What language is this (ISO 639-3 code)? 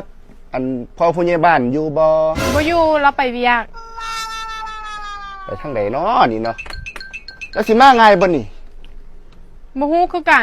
lao